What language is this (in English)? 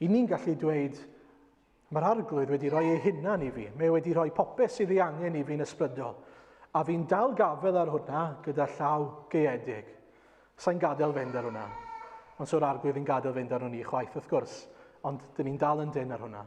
Welsh